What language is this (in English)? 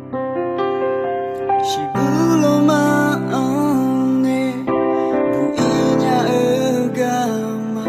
Akha